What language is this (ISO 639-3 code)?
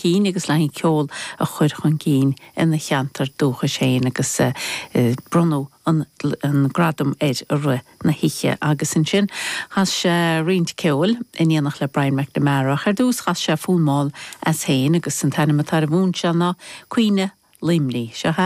gle